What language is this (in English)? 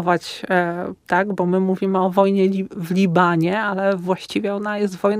Polish